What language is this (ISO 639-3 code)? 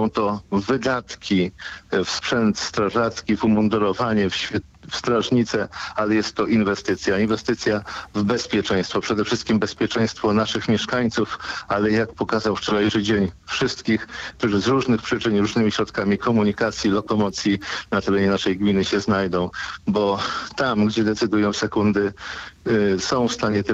pol